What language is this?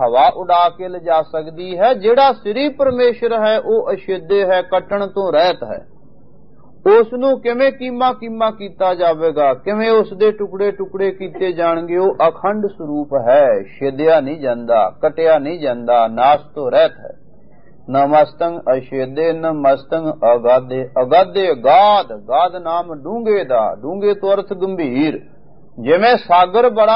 Punjabi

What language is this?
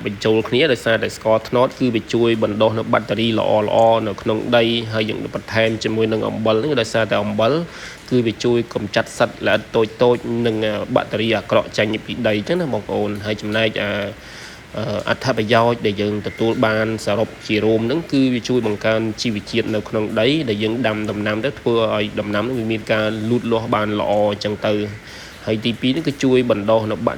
Khmer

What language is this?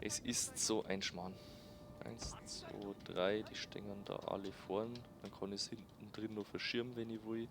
Bavarian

